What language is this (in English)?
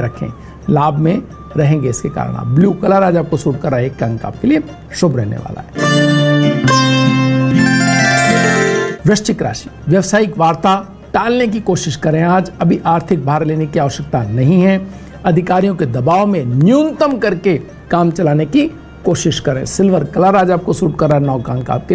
Hindi